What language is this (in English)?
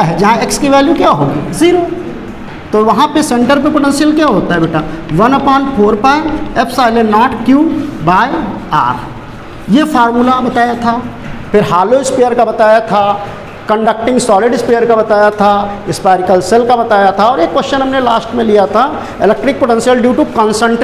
Hindi